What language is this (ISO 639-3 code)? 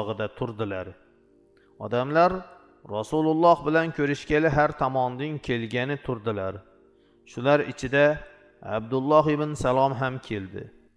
uzb